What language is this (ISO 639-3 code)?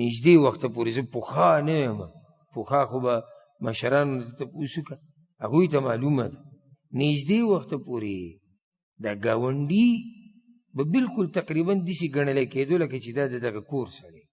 pus